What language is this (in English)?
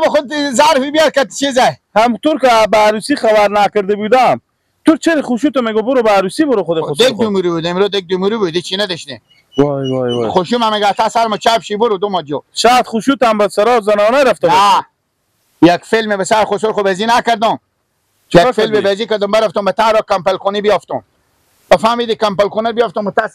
Persian